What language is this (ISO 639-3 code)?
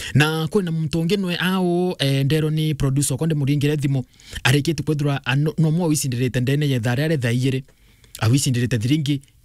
mer